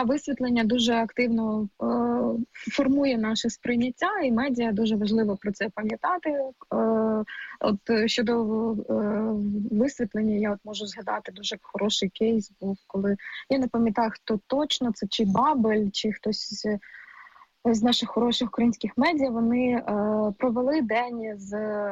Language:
Ukrainian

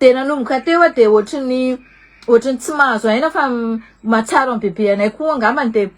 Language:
Malagasy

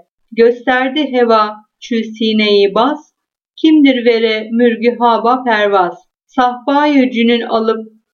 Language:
Turkish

